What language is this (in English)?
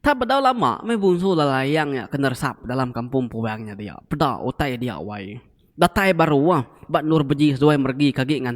Iban